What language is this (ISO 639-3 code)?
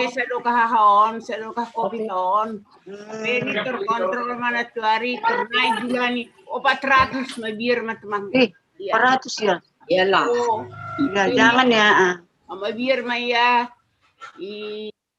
bts